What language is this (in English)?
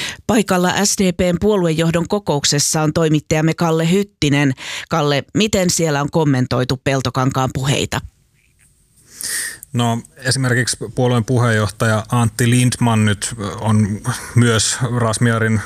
Finnish